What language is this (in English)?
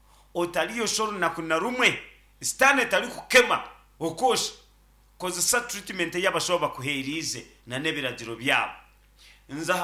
Nyankole